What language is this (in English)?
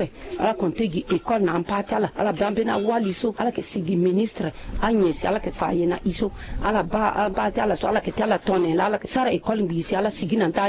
Sango